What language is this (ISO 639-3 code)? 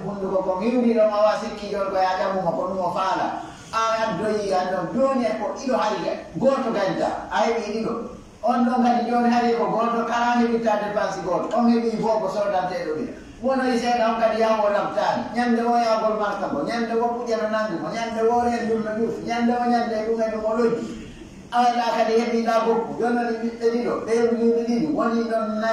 fuf